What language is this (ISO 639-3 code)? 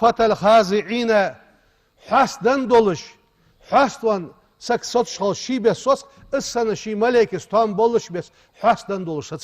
inh